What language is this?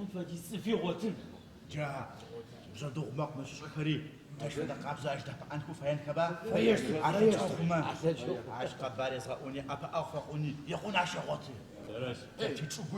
Adyghe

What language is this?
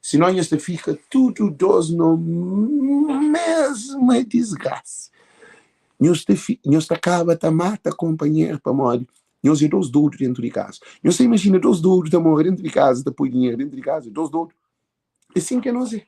Kabuverdianu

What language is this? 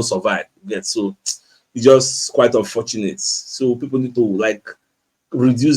Nigerian Pidgin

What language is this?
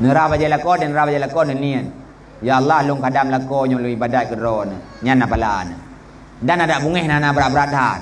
Achinese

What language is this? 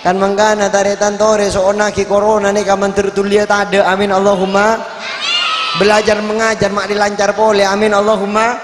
Madurese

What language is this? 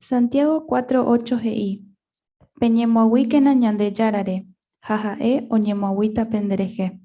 Guarani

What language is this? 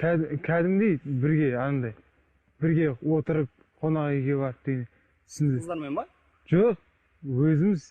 Kazakh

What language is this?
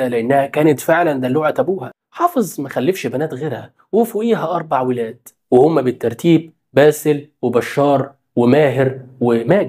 Egyptian Arabic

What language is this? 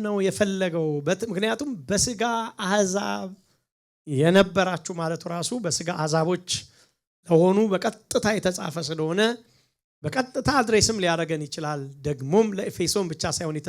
Amharic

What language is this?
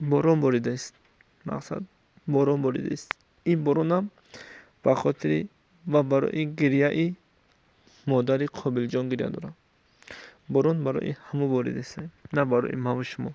Tajik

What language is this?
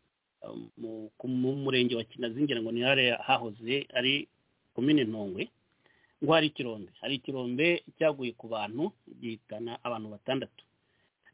Kinyarwanda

